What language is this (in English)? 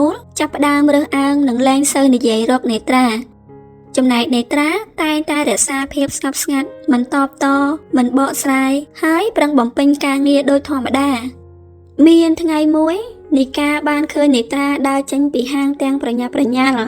Khmer